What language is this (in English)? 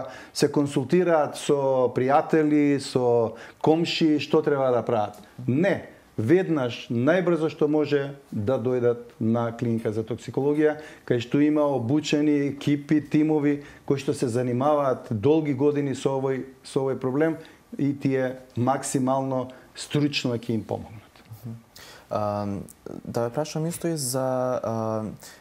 Macedonian